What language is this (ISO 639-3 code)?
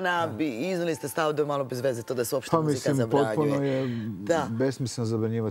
srp